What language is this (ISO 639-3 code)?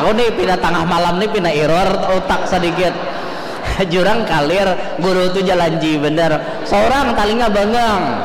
bjn